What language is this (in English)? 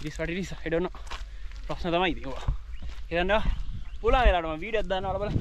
Sinhala